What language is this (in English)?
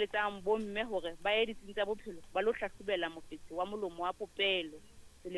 Southern Sotho